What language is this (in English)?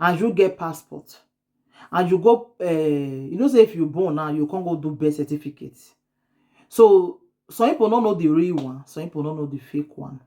Nigerian Pidgin